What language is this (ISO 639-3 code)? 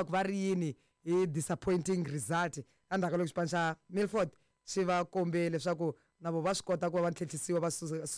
tso